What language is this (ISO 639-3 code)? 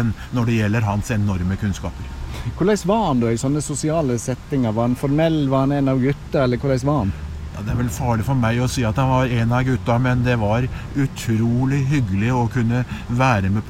nor